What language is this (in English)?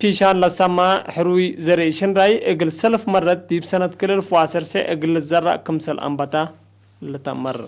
Tigre